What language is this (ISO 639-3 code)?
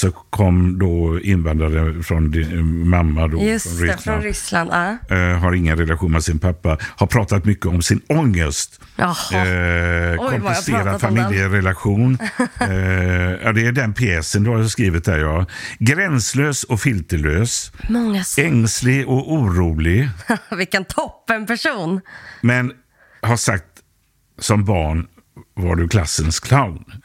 swe